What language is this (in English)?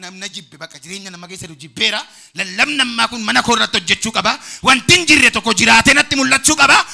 Oromo